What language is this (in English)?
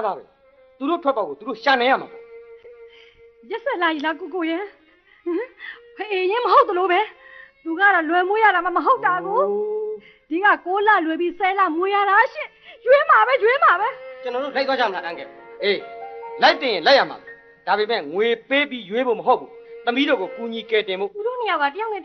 Burmese